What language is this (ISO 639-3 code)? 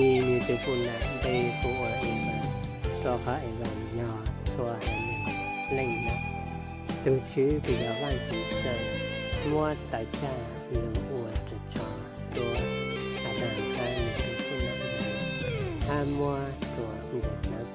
hmn